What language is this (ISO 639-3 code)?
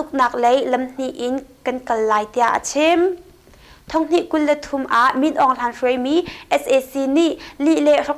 cnh